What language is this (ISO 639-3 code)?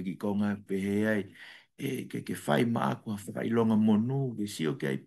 ton